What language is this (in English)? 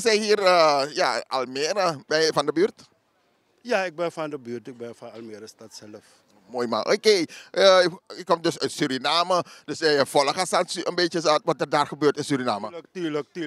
Dutch